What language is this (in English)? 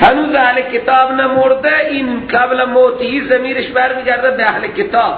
Persian